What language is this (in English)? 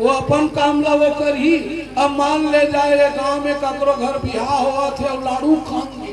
Chhattisgarhi